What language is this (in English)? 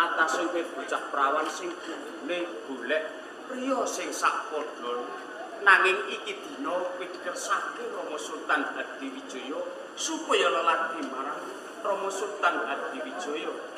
Javanese